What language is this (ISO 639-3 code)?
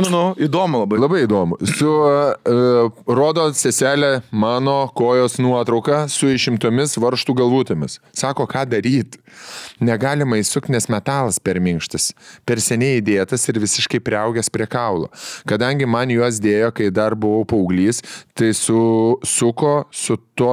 lit